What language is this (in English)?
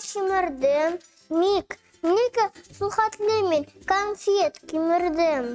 Tatar